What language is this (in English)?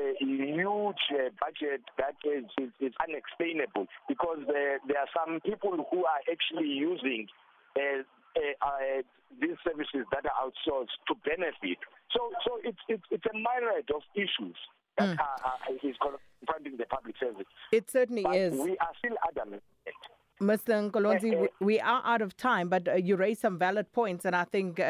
English